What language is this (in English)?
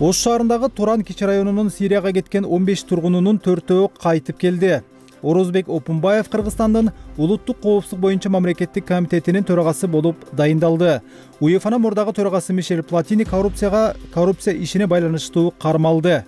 Kyrgyz